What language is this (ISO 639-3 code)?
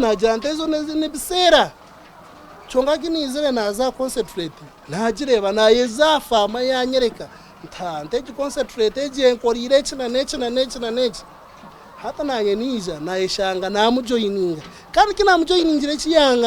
nyn